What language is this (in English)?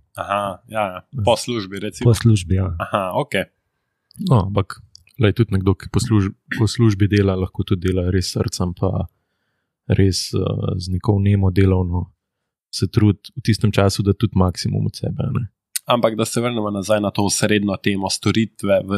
Slovenian